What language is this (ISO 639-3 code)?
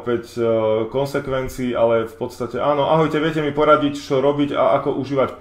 slk